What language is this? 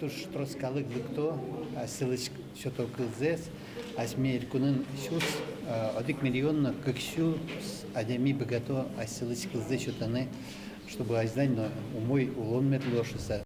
Udmurt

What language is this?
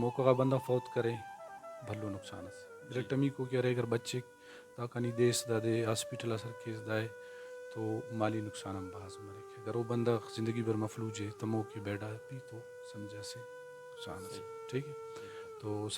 Brahui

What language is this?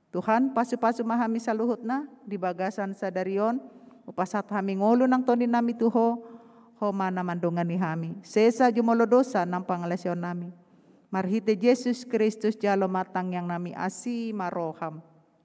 Batak Toba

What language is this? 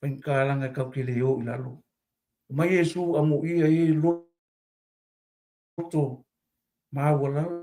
Samoan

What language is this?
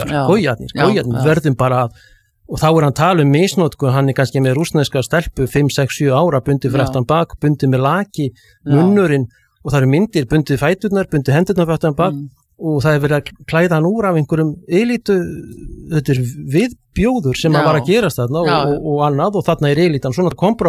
Icelandic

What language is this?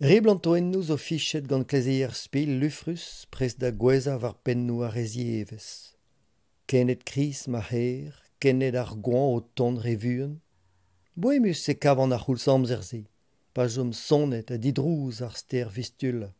Breton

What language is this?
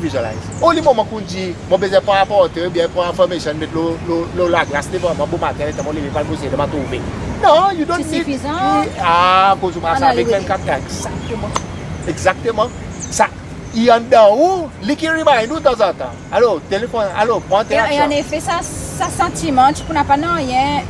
Seselwa Creole French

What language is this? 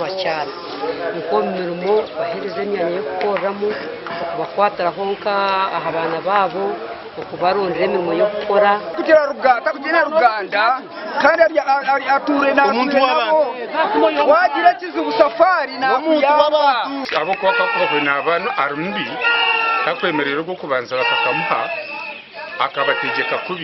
Nyankole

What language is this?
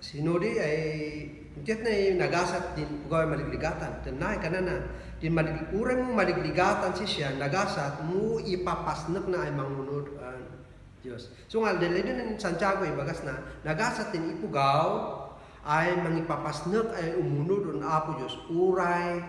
Kankanaey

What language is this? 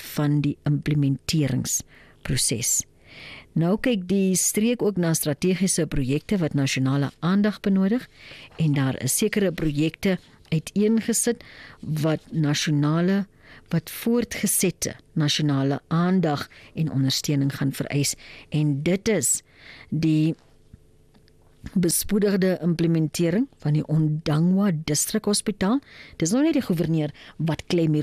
Afrikaans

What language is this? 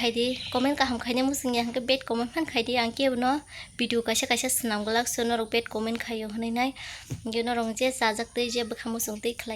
Kok Borok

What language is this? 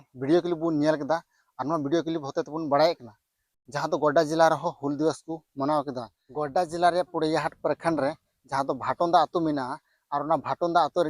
Santali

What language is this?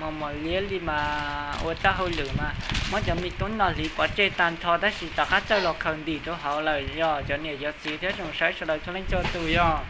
Hmong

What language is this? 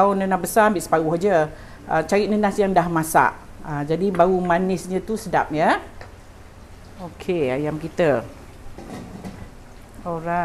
Malay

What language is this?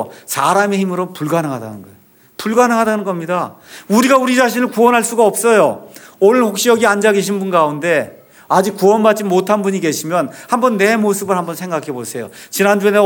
Korean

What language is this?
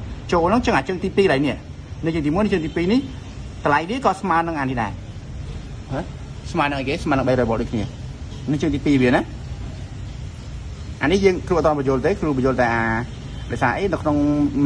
Khmer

